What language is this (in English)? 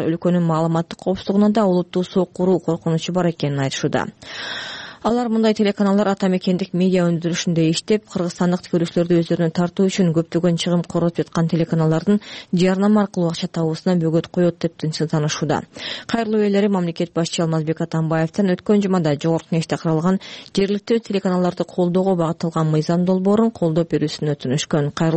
Kyrgyz